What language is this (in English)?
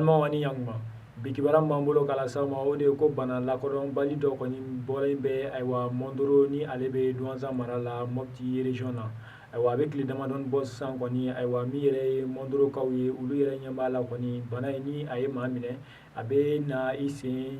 Bambara